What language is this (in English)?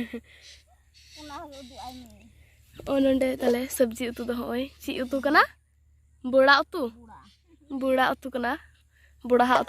Santali